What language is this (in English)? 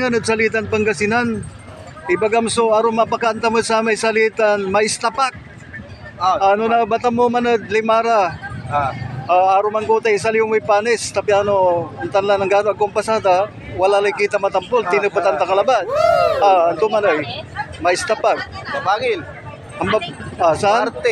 Pangasinan